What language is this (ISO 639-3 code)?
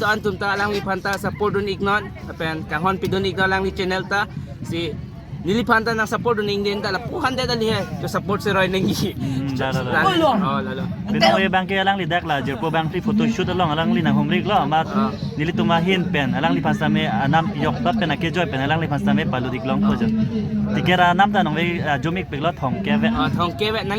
mjw